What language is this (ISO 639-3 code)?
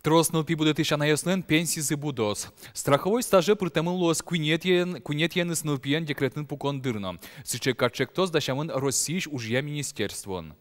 udm